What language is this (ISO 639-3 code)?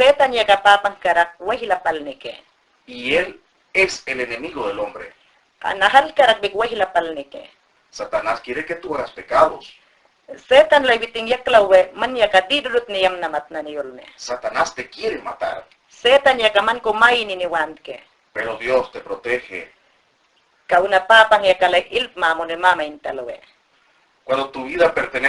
yan